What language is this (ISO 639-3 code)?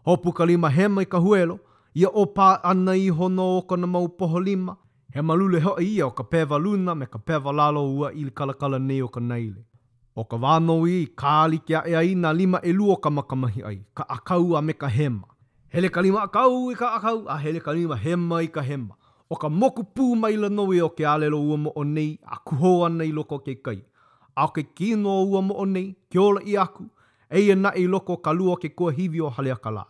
haw